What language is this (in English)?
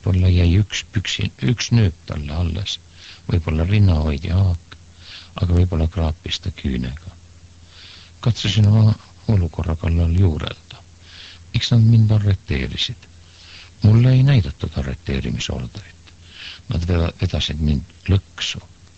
Estonian